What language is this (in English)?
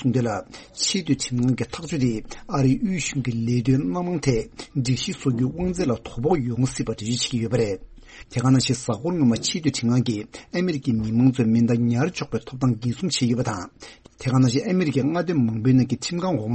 Tibetan